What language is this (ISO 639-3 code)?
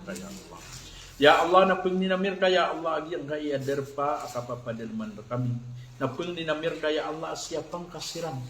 mrw